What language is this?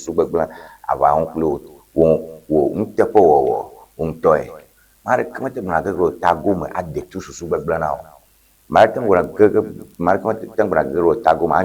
Ewe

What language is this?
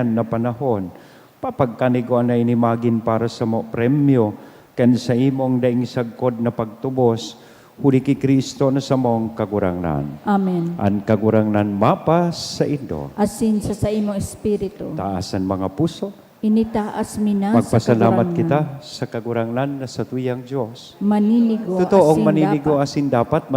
Bikol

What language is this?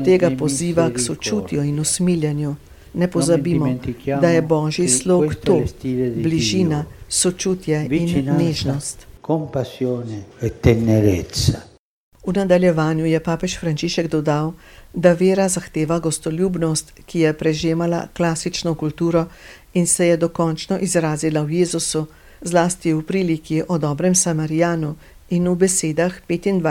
Slovenian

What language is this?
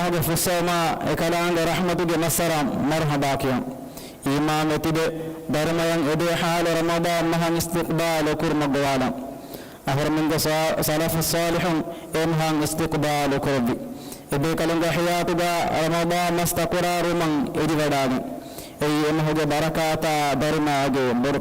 Divehi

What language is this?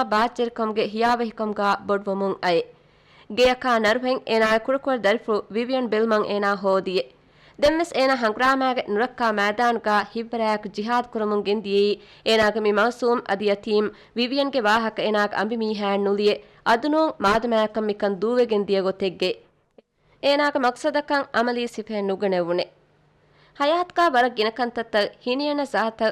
Divehi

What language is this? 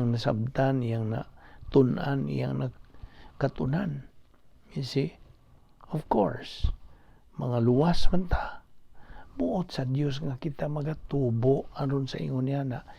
Cebuano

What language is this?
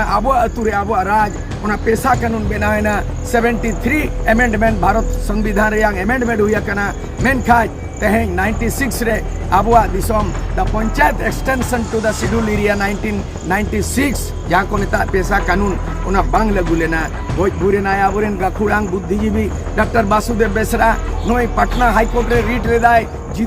Santali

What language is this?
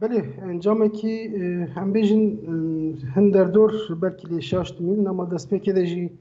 Kurdish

